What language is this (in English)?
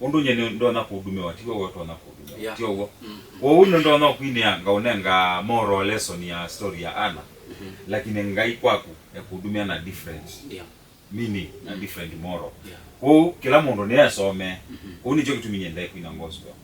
Kamba